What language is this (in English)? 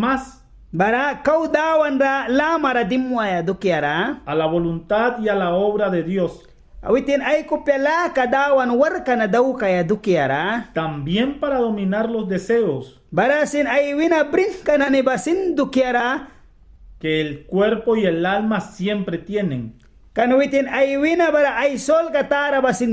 Mískito